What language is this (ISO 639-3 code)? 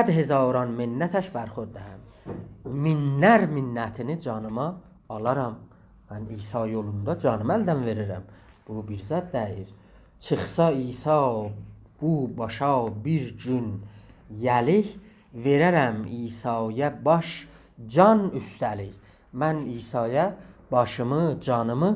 azb